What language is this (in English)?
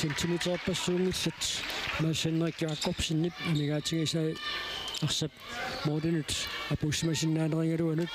Kalaallisut